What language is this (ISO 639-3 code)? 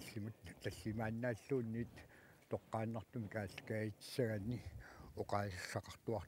kal